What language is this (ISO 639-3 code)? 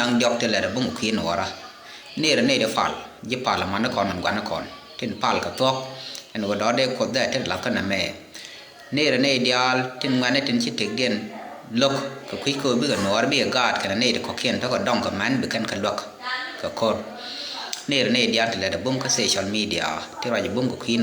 nus